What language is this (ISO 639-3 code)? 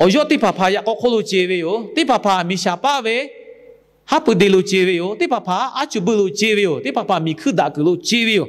lhu